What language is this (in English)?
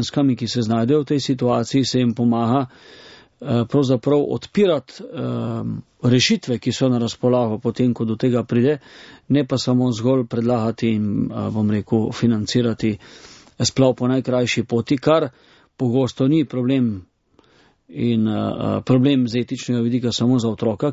Slovenian